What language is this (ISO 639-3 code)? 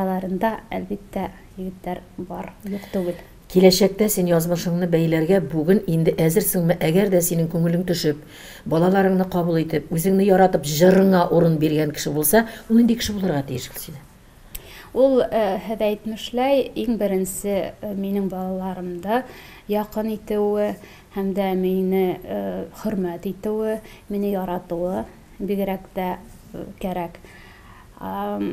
tat